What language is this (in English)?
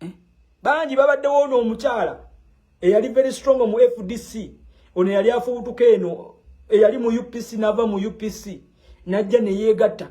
Ganda